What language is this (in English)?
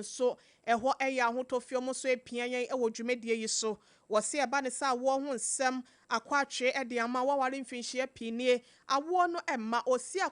Akan